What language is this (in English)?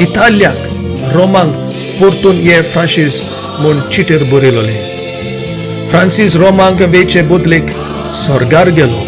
Konkani